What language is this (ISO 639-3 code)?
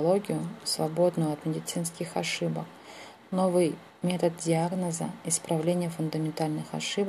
rus